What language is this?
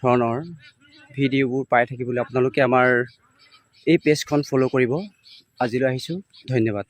Assamese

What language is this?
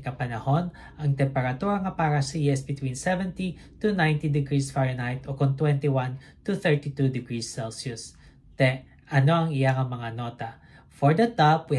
Hiligaynon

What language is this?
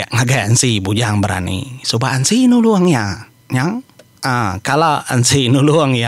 Iban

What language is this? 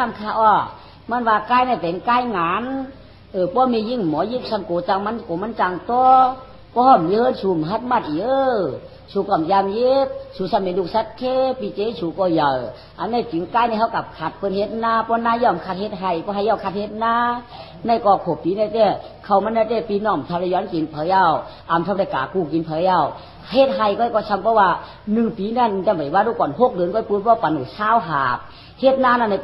Shan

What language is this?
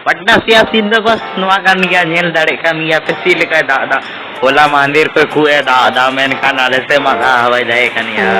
Santali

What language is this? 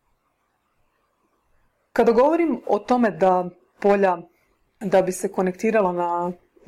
Croatian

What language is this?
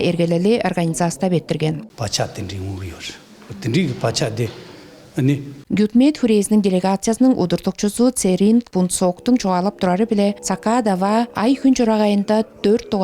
Tuvinian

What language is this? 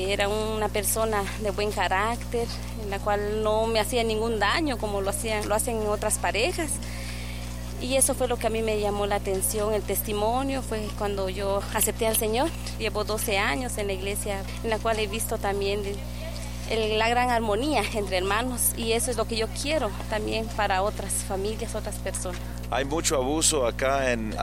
Spanish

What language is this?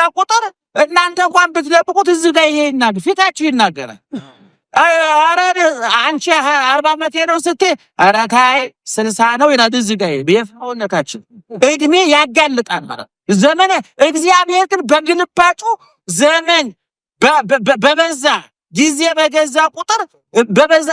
Amharic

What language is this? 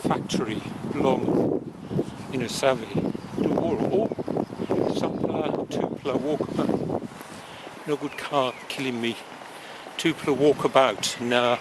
Tok Pisin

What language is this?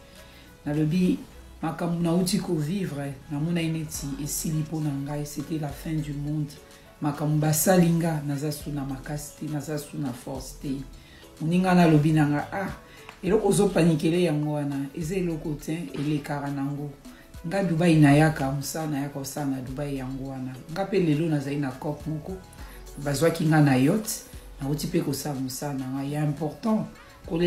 Lingala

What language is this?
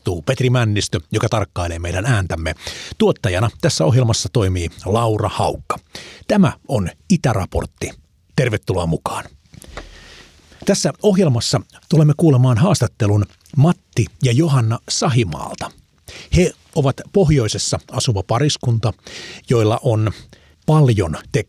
Finnish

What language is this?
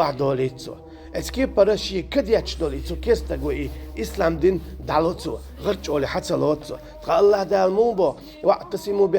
Chechen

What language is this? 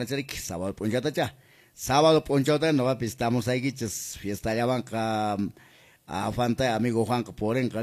Quechua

